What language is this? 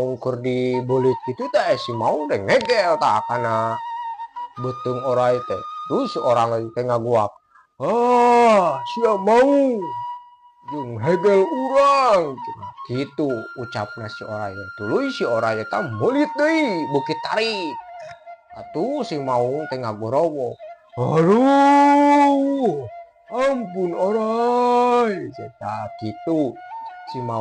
Sundanese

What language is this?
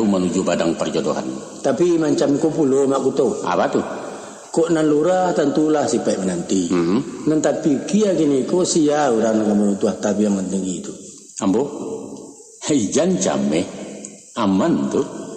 Minangkabau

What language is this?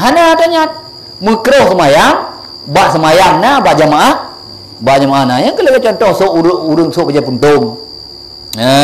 Achinese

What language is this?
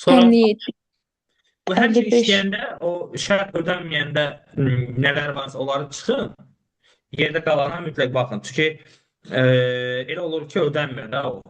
Azerbaijani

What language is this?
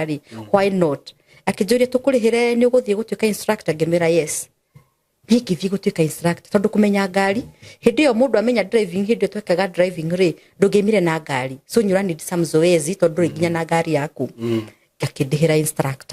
Kikuyu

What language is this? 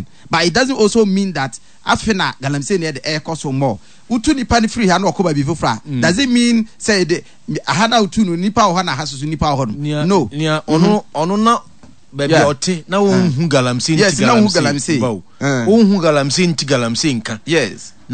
Akan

